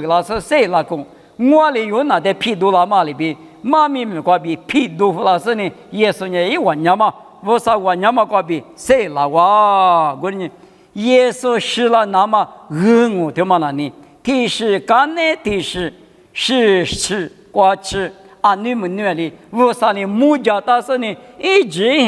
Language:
Lisu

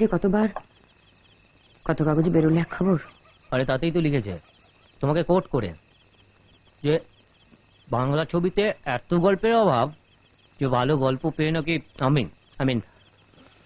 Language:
Bangla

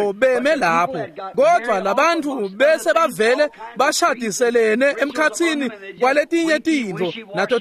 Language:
Swati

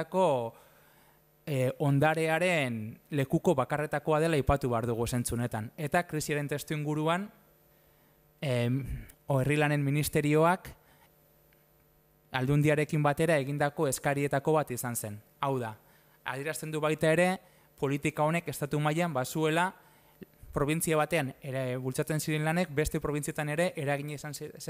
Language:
Basque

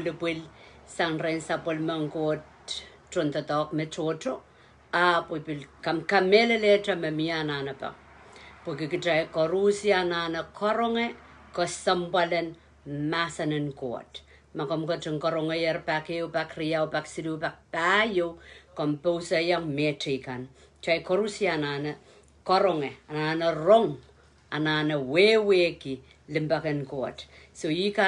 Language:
Pohnpeian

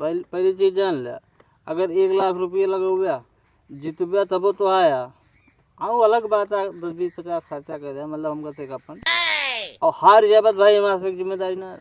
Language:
Awadhi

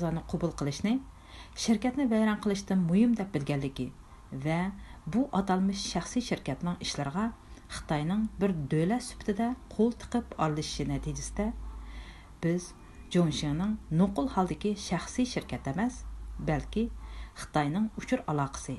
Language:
Uyghur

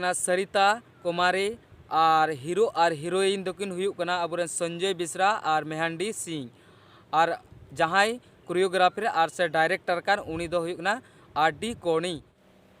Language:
Santali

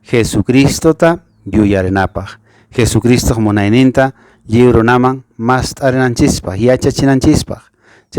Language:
Quechua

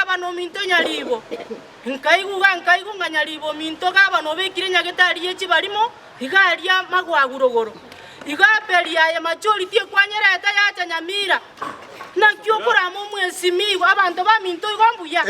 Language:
Gusii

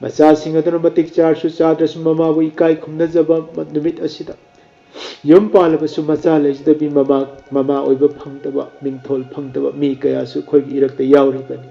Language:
Manipuri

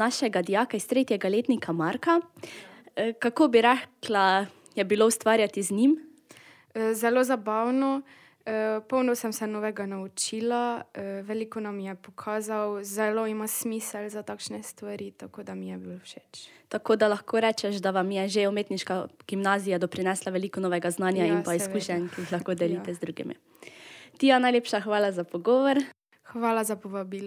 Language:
Slovenian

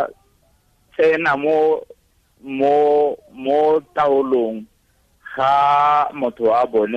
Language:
Tswana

